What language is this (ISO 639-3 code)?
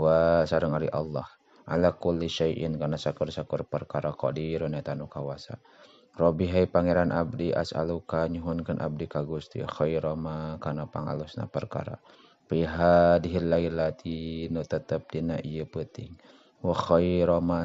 sun